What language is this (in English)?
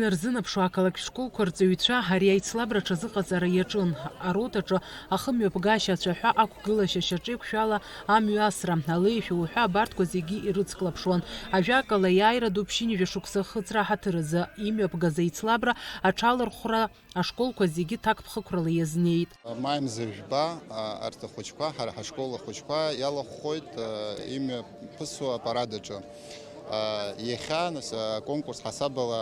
Abkhazian